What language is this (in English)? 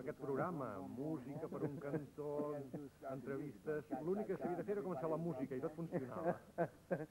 Catalan